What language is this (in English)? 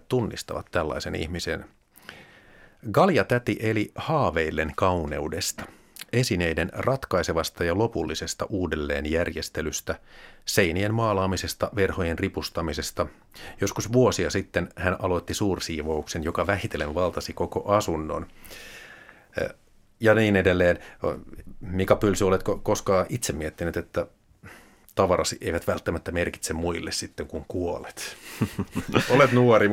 Finnish